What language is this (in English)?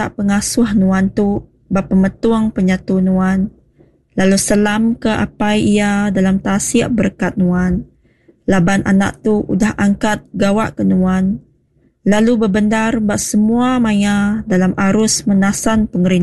Iban